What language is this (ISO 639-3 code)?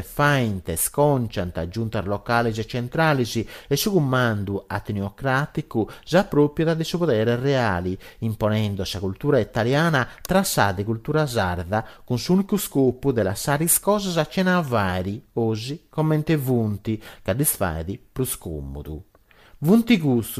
srd